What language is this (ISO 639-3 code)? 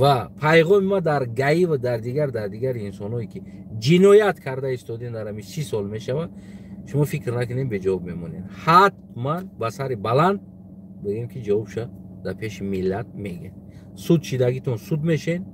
tgk